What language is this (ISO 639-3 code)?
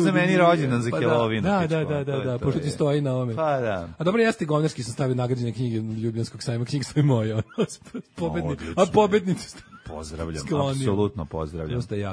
srp